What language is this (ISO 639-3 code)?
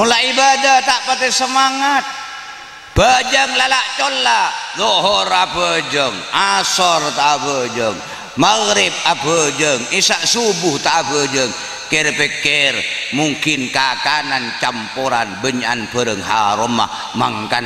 mad